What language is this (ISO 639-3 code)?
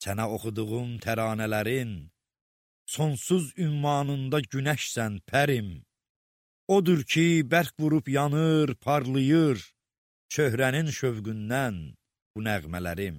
aze